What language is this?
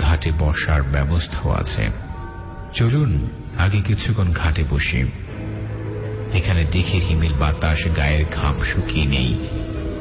Bangla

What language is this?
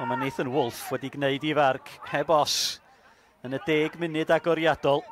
Welsh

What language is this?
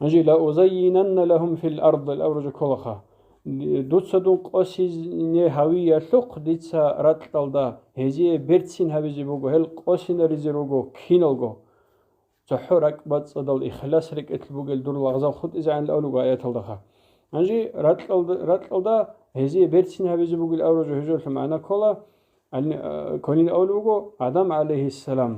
Avaric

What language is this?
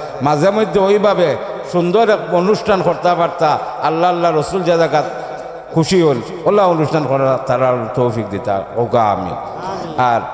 Sylheti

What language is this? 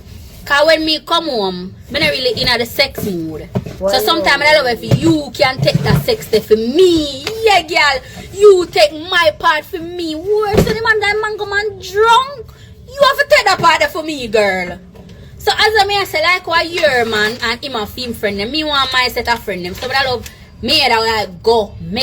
Jamaican Creole English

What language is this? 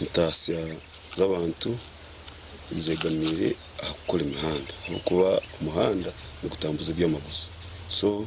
Nyankole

